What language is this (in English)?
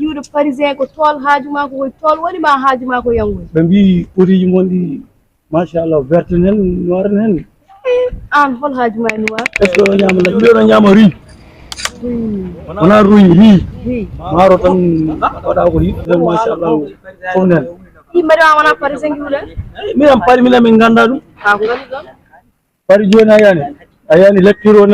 Fula